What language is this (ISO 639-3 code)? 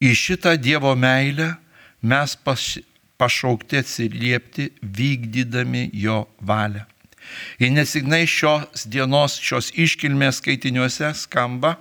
lit